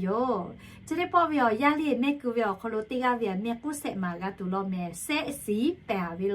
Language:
Lahu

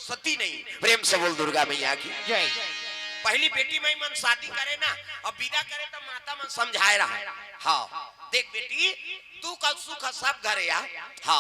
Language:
Chhattisgarhi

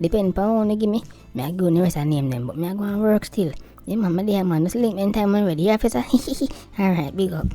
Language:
Jamaican Creole English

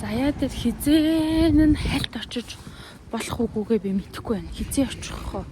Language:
Mongolian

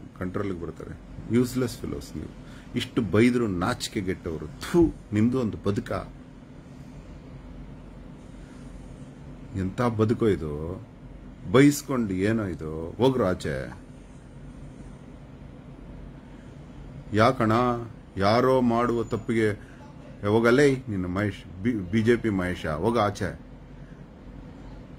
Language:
Kannada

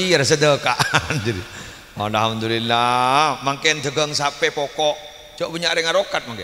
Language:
Madurese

